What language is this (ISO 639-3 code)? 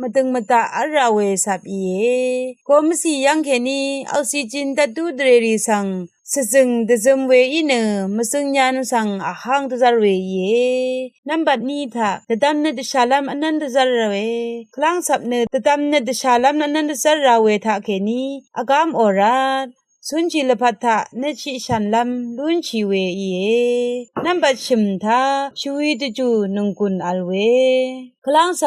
raw